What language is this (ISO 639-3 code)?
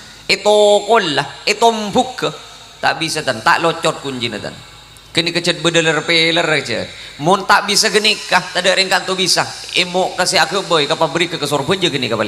mad